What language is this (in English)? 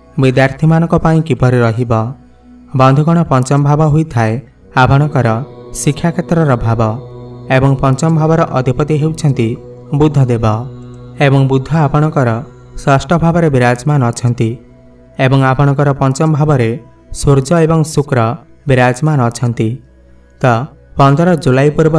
Odia